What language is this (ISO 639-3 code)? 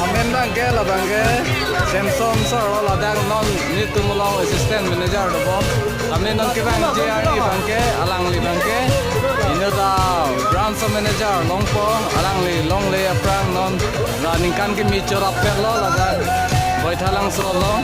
mjw